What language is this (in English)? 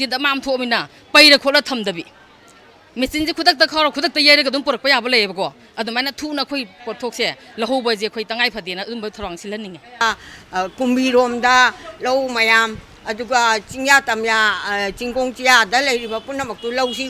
Manipuri